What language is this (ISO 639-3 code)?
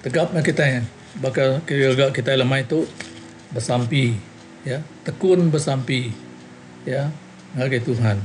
iba